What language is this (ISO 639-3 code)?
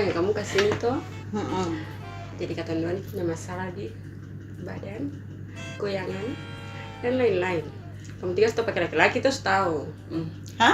abs